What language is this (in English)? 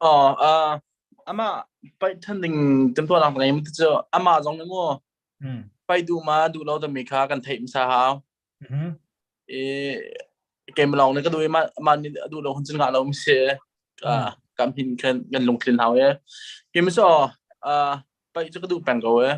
Hakha Chin